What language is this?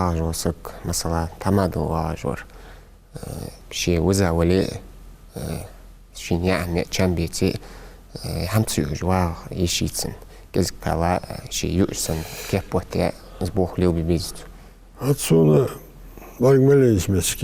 Ingush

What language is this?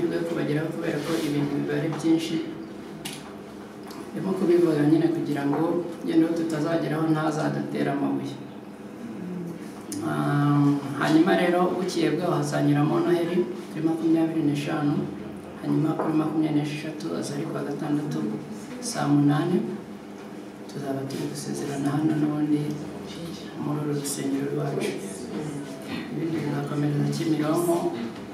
Kinyarwanda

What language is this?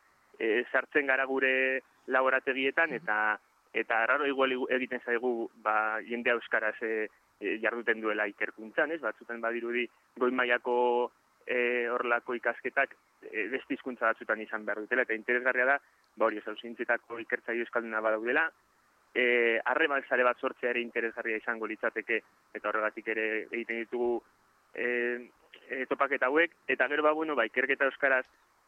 Basque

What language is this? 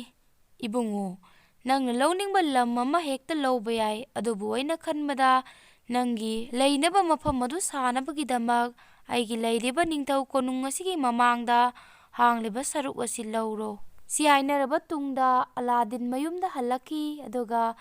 Manipuri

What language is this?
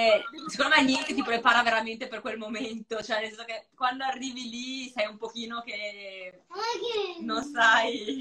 Italian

